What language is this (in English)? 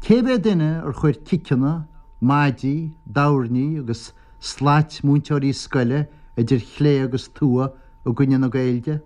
Irish